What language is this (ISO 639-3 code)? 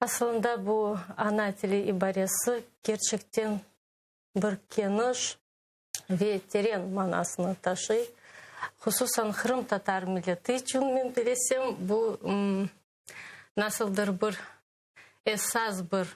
crh